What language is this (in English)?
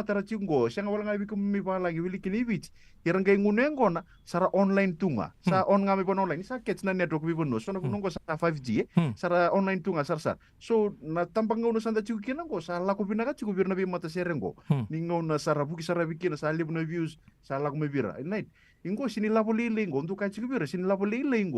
Fijian